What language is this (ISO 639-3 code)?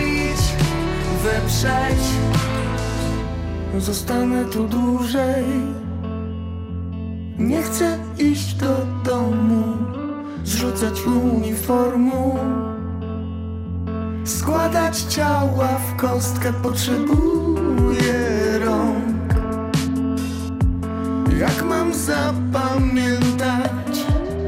pol